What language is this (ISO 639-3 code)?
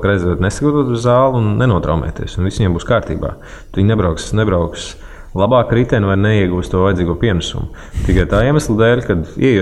lav